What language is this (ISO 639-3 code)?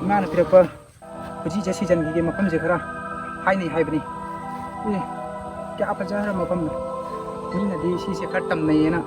mni